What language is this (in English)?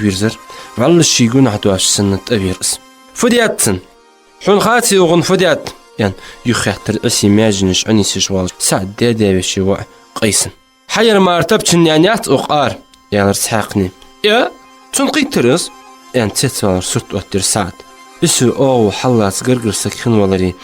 Ingush